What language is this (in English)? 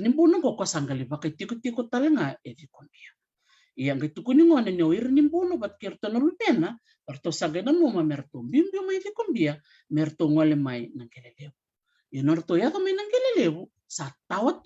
Fijian